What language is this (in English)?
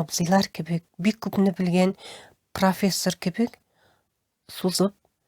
Tatar